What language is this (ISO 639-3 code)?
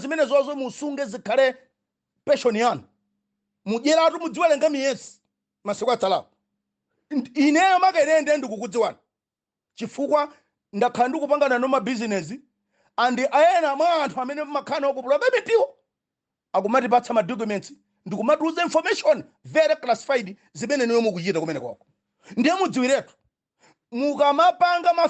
nya